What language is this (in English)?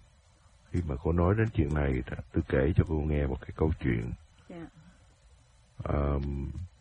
Vietnamese